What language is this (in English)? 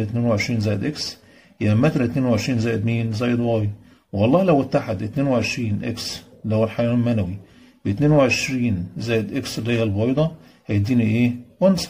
Egyptian Arabic